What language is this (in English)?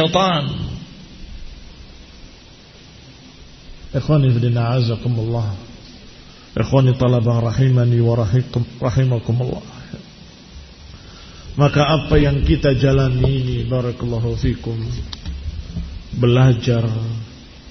Indonesian